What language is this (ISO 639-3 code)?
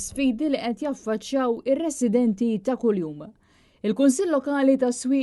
mlt